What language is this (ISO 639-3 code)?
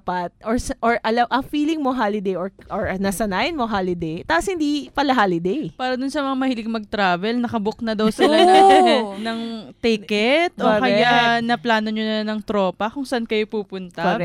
fil